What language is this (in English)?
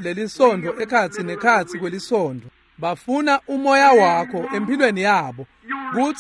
Swati